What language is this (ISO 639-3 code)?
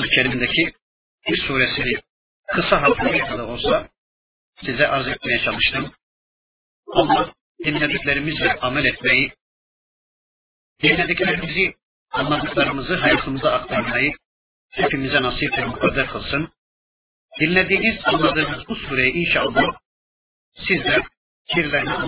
tur